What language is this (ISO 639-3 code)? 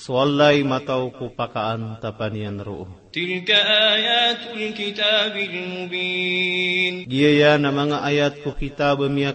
mrw